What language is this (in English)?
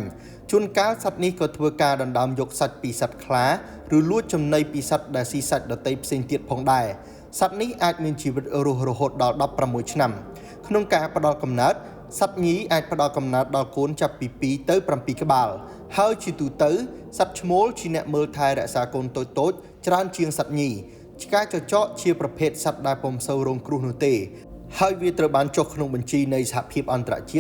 Khmer